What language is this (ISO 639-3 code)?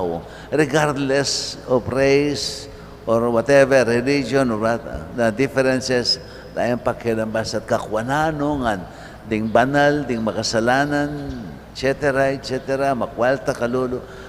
pam